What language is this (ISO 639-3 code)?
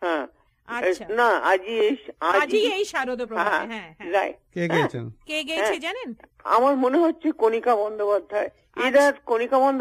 ben